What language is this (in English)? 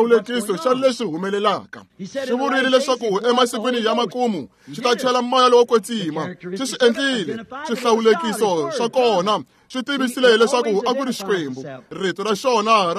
Tsonga